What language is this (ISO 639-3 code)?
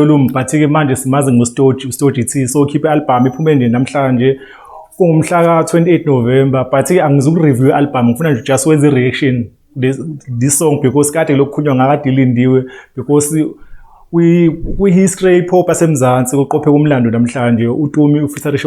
zul